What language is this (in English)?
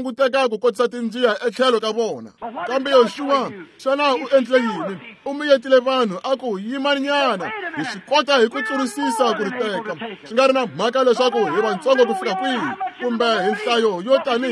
Tsonga